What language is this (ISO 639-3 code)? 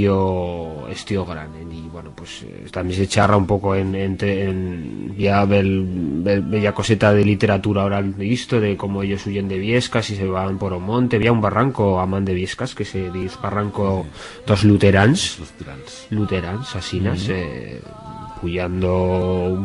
arg